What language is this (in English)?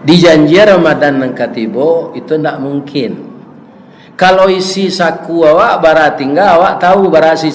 Minangkabau